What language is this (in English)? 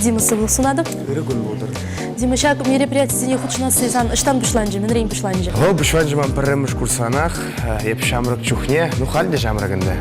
Chuvash